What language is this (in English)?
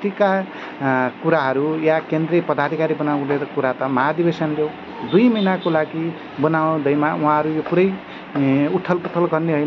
Nepali